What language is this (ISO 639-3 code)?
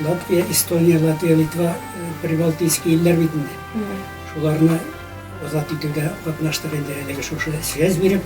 bak